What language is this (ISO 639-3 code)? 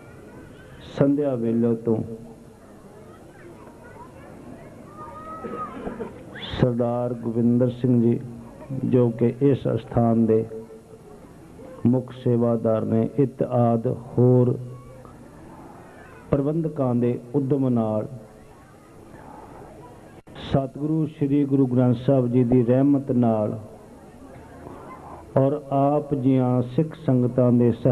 pan